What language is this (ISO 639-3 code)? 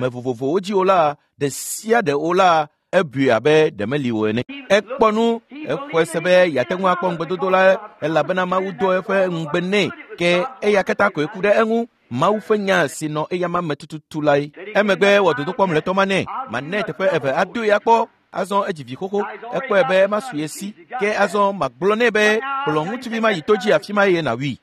ewe